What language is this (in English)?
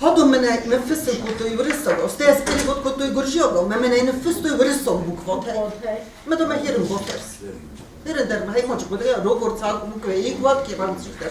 Ossetic